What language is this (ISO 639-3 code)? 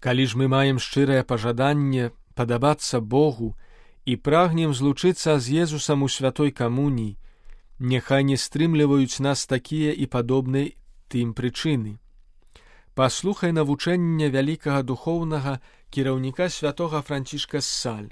bel